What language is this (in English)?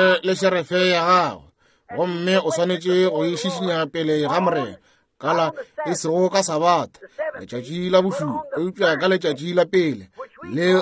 Northern Sotho